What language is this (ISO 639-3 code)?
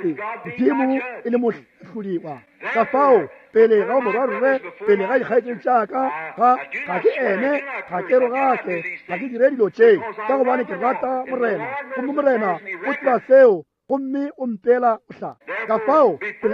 nso